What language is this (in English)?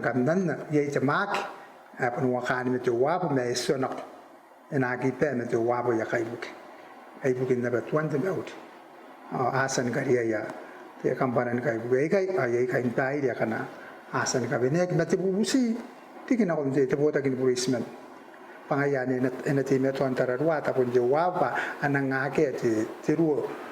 Gilbertese